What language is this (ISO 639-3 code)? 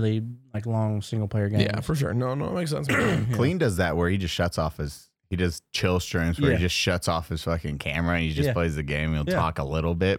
eng